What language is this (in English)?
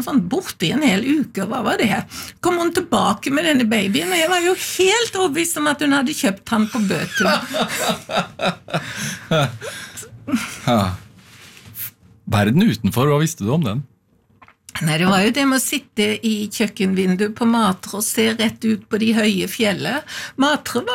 Norwegian